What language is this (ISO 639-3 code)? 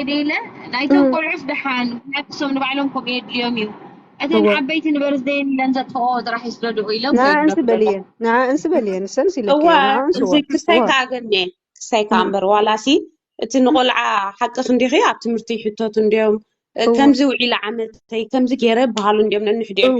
tir